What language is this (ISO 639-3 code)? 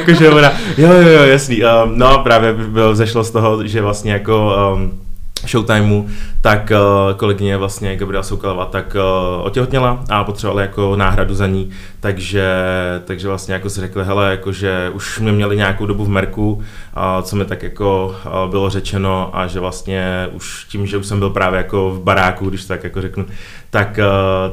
ces